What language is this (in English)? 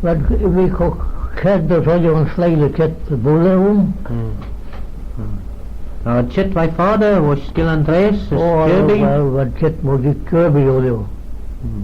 Manx